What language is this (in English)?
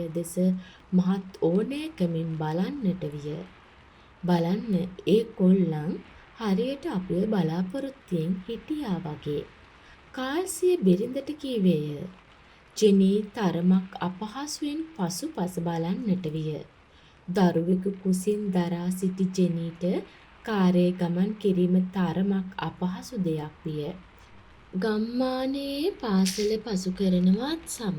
Sinhala